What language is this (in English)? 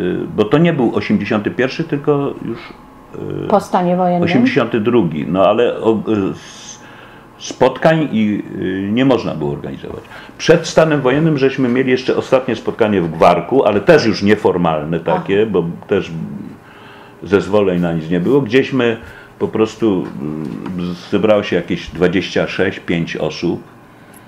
Polish